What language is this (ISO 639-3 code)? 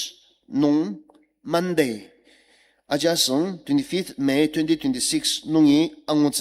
njo